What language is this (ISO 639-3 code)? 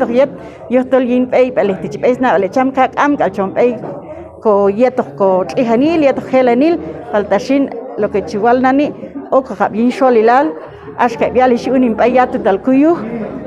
kjb